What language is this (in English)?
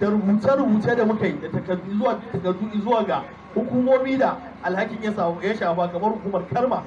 Hausa